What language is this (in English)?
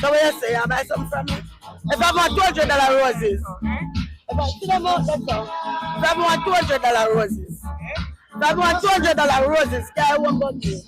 Jamaican Creole English